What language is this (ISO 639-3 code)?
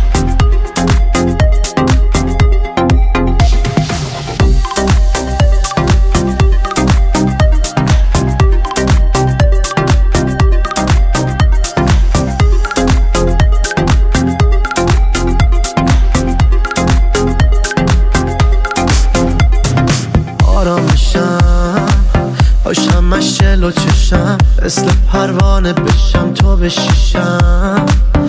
fas